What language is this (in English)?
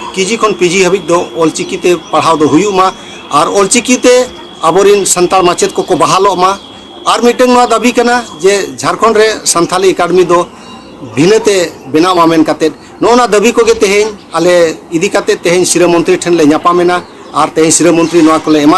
Santali